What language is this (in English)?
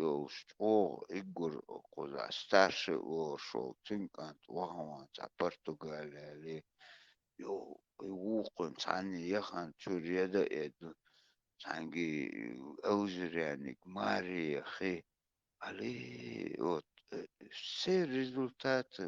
Chechen